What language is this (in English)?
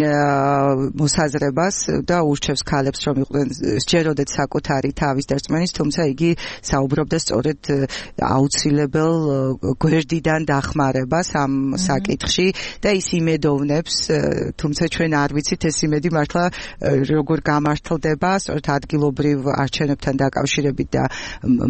Georgian